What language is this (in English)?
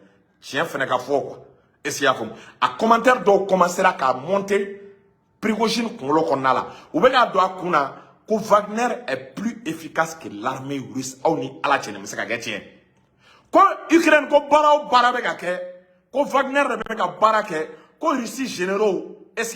Bambara